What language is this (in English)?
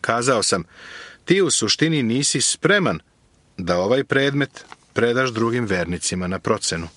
Serbian